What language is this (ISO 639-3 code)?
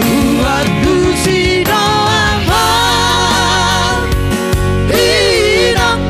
bbc